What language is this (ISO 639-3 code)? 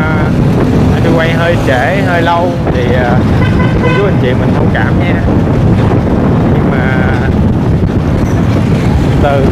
vie